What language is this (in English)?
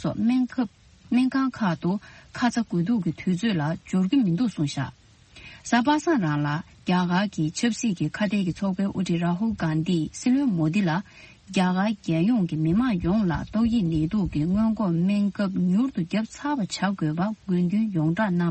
Tibetan